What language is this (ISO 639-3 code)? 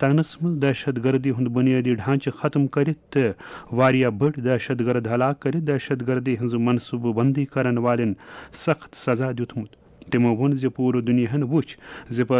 kas